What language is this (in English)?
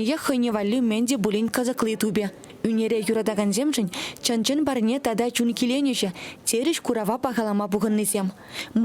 Chuvash